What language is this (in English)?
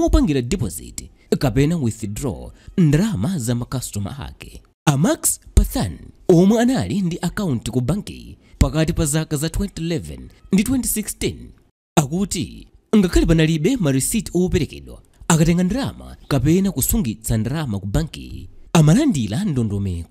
Nyanja